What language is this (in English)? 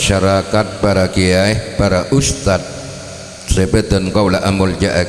Madurese